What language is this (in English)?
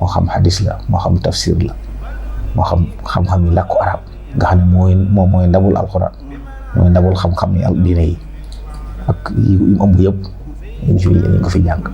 Wolof